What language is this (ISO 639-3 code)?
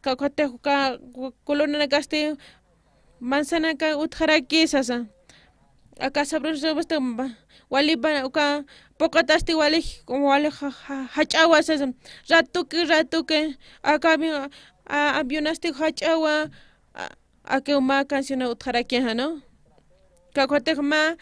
aym